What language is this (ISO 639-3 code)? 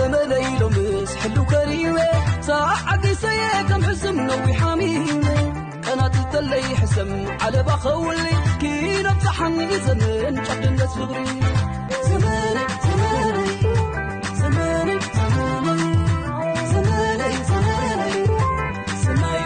tir